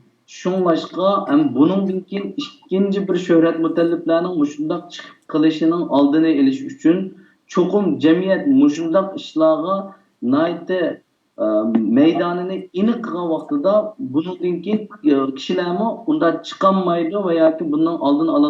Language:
Uyghur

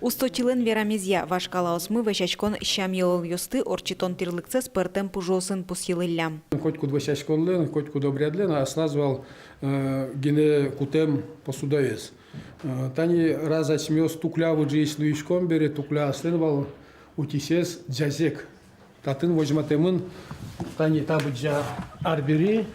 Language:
Udmurt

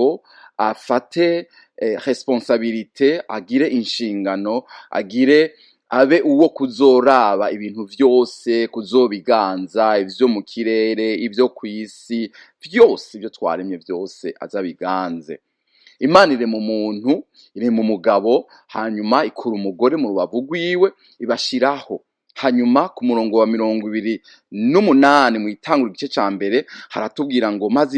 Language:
Rundi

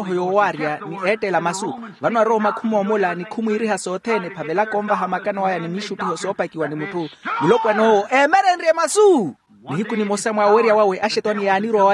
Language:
Makhuwa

